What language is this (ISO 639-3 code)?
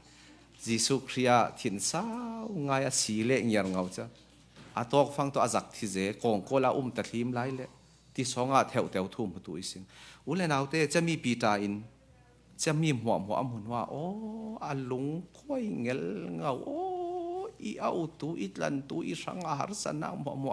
cfm